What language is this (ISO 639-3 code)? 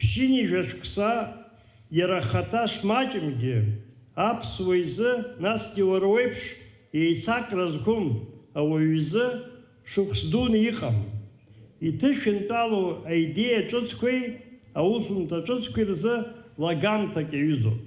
abk